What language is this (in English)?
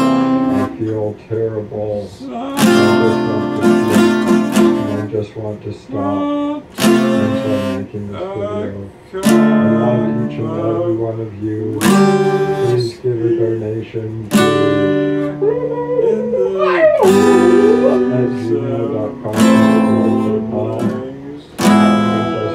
English